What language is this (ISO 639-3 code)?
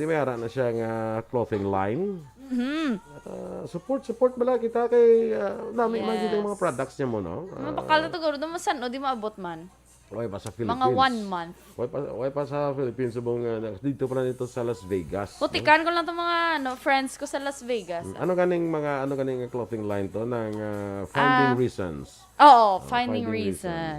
hil